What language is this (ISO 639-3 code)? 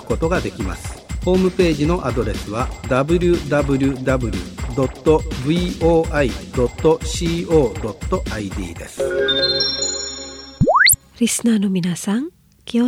jpn